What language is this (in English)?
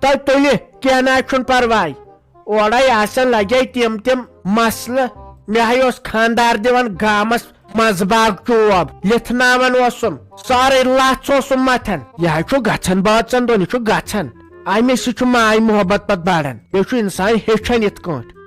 Kashmiri